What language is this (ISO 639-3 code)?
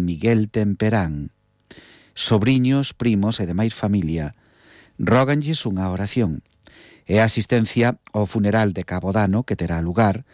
glg